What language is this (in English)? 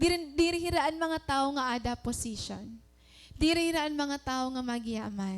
Waray